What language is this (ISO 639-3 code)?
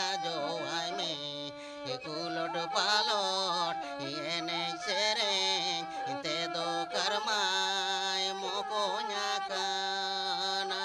sat